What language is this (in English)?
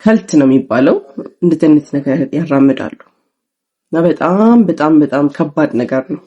Amharic